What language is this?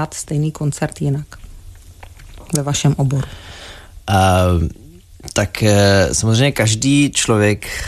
Czech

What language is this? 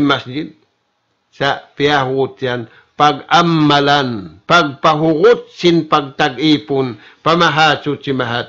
Tausug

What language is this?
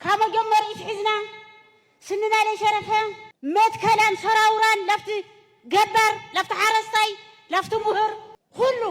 Tigrinya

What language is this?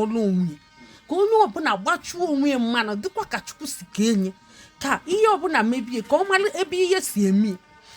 Igbo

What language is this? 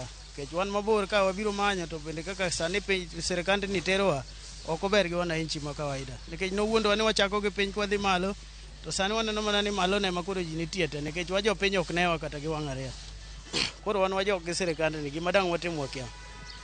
Luo (Kenya and Tanzania)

